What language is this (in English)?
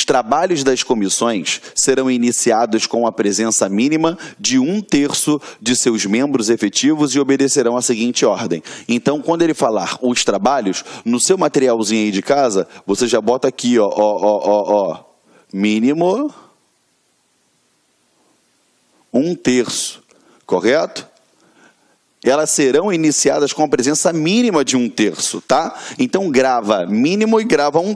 Portuguese